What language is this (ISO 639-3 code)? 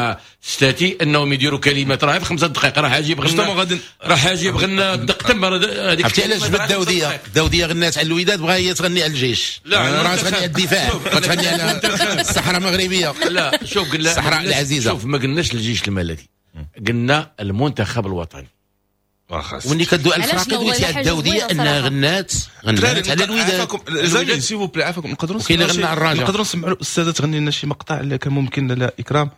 ary